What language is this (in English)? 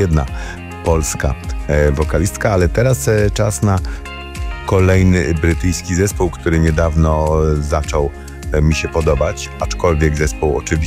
Polish